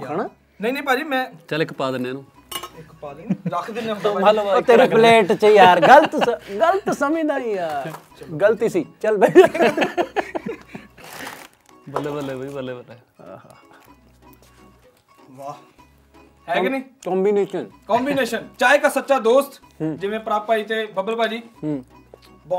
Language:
Punjabi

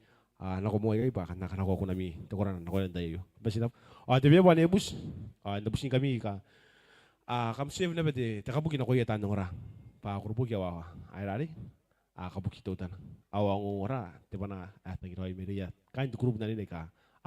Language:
Gilbertese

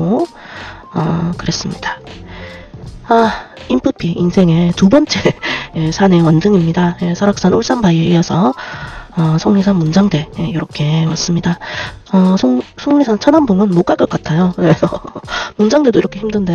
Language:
Korean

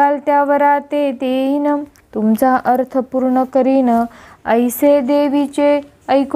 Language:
Marathi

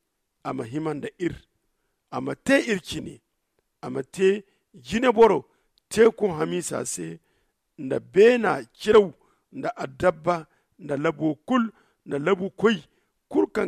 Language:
Zarma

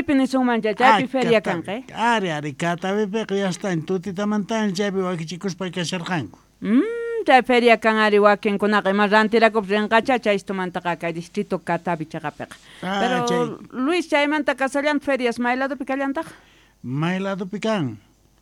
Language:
South Bolivian Quechua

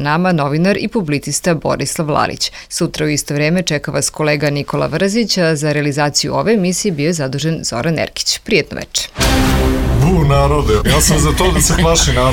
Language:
Serbian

